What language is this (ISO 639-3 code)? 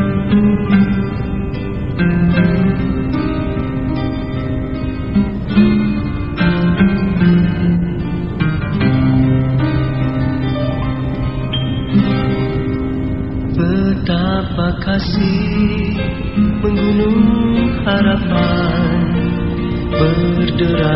msa